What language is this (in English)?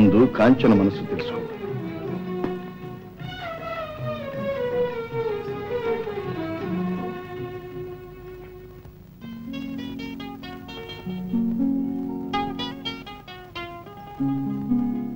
Telugu